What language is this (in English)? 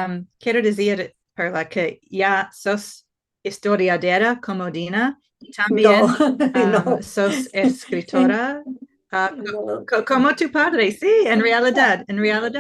Ladino